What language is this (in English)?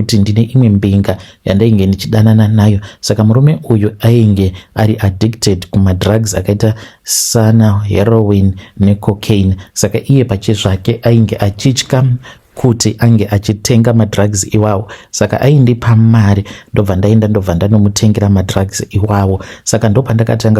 Shona